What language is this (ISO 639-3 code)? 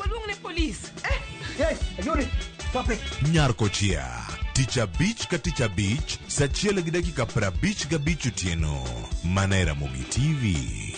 luo